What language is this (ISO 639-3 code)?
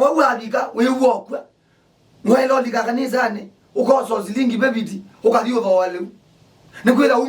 kam